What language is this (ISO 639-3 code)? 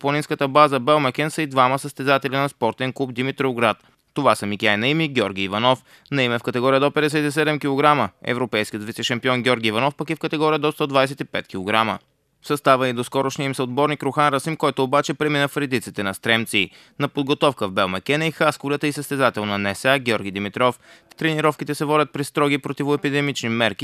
bul